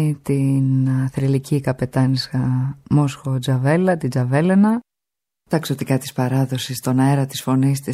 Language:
Greek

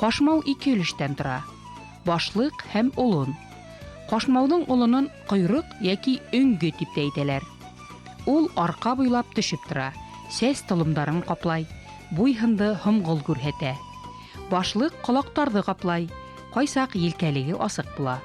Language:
Bashkir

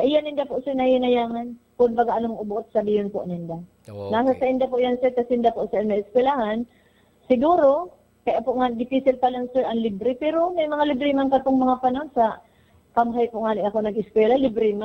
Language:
Bikol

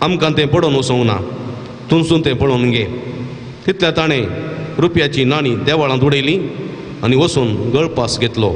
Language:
Konkani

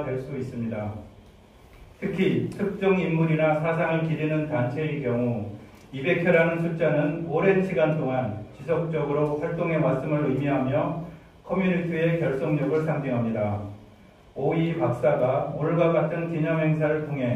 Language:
Korean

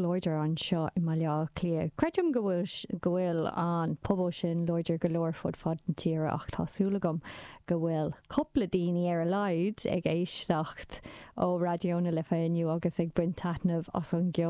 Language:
Irish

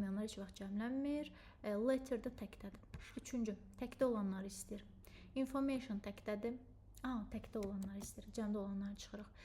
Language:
Azerbaijani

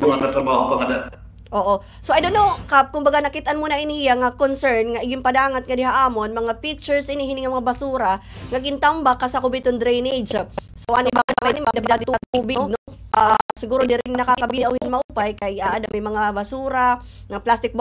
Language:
Waray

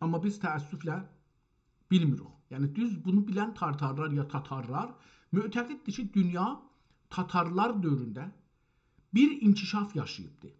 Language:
South Azerbaijani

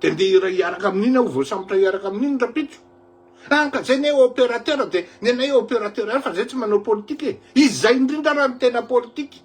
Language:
Malagasy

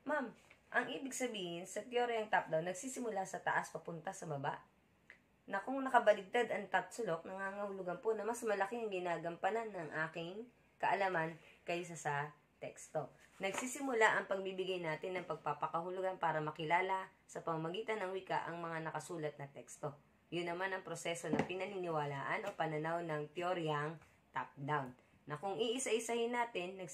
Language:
Filipino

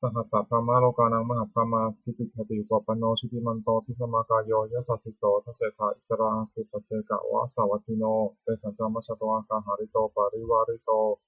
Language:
Pali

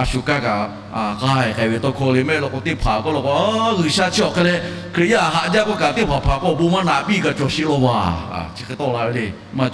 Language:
Lahu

